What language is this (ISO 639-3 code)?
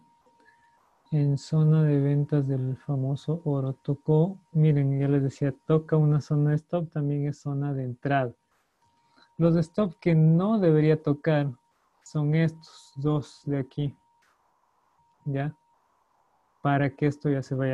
spa